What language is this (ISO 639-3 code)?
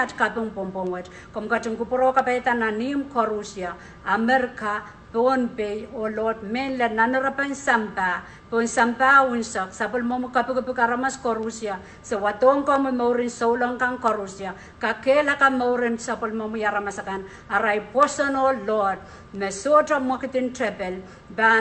pon